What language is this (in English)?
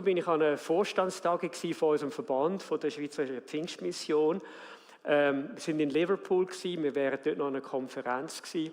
Swiss German